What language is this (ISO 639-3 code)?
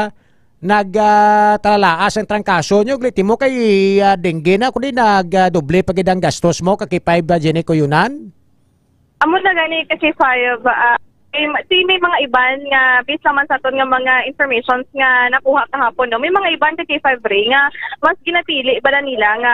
hil